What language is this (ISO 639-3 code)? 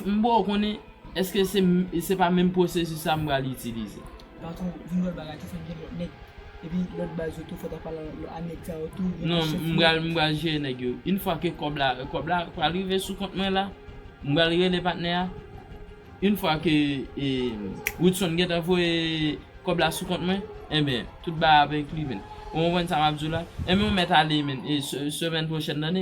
hat